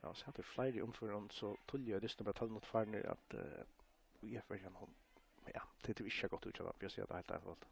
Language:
Faroese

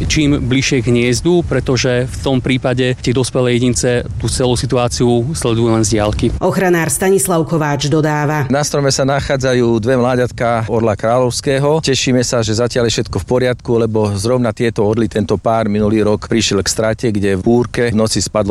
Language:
Slovak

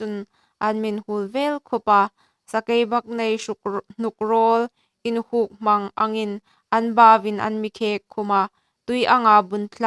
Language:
Hmar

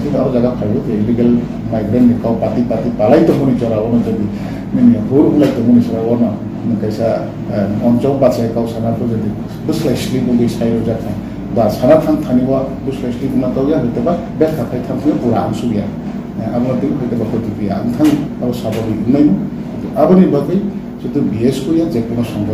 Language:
Kok Borok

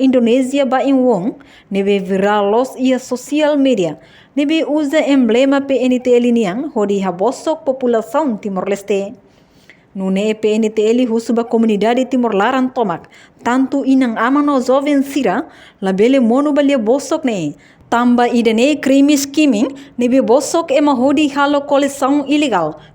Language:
Tetum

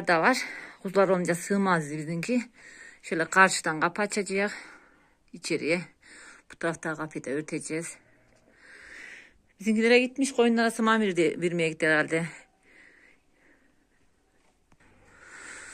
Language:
Turkish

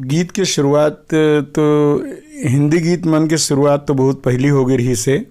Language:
Chhattisgarhi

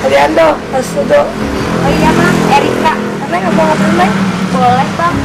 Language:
Betawi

